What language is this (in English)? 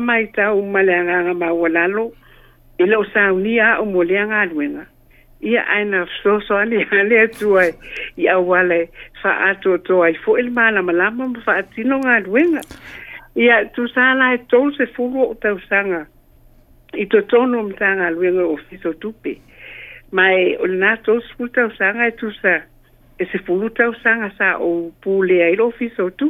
Samoan